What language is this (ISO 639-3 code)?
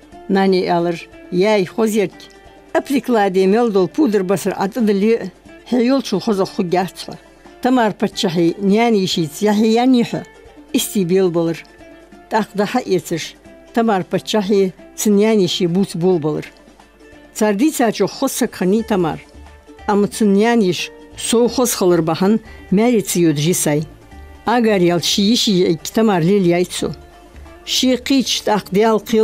inh